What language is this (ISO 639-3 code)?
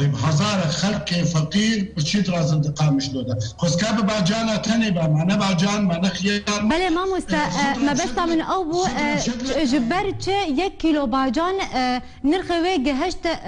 kur